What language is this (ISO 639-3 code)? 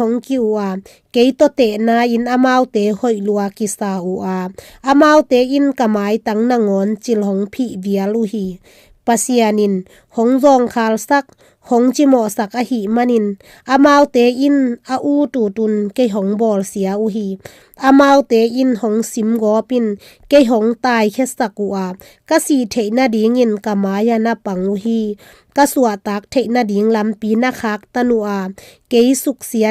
ctd